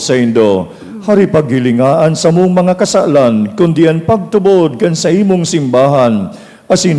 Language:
Bikol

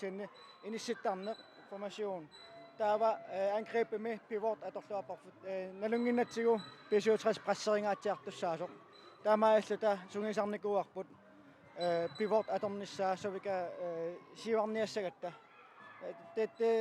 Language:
Kalaallisut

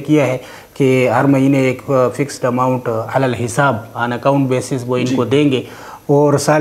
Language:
Urdu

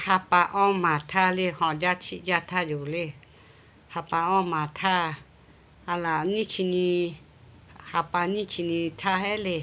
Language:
Lahu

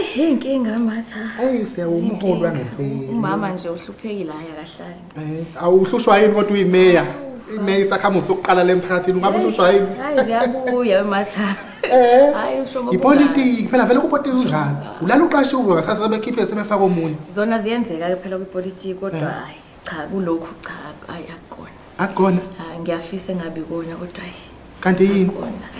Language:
Zulu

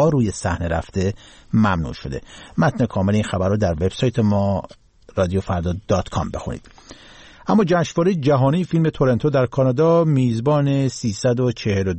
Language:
Persian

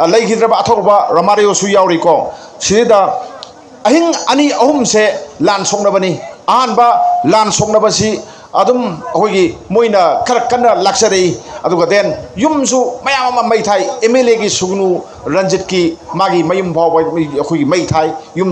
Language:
Manipuri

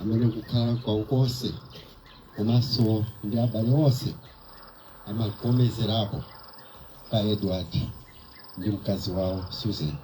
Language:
Nyanja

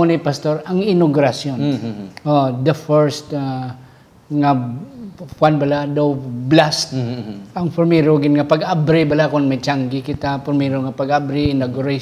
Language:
Hiligaynon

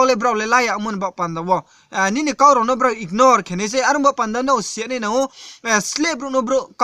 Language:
Riang (India)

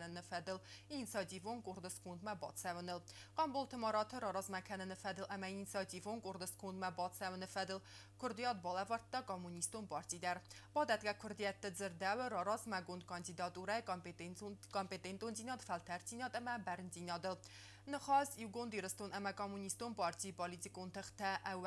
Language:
Ossetic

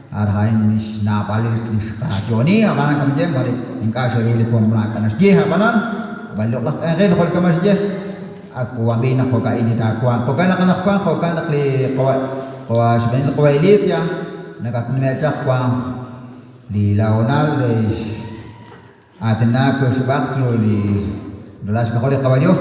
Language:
Kekchí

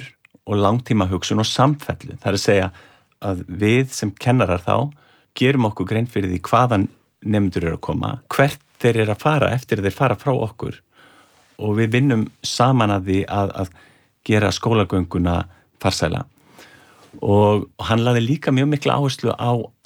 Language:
Icelandic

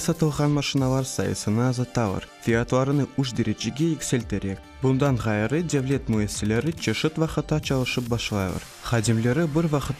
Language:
Crimean Tatar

